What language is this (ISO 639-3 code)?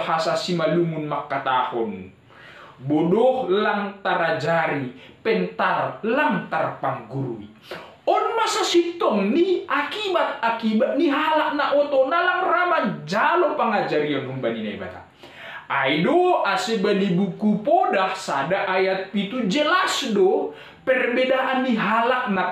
bts